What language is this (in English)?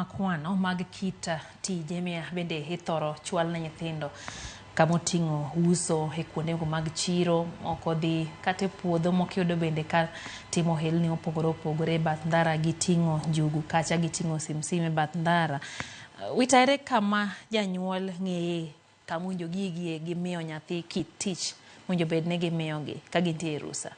Luo (Kenya and Tanzania)